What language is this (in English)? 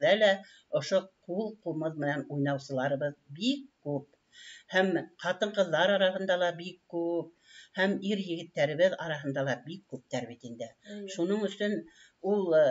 Bashkir